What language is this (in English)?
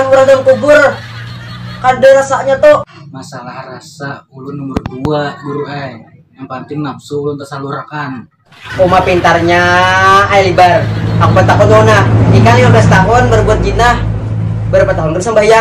Banjar